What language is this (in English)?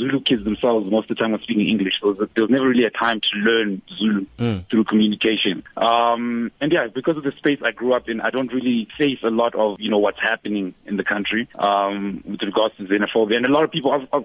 English